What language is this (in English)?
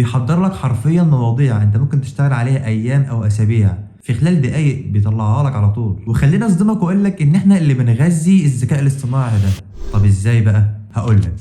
Egyptian Arabic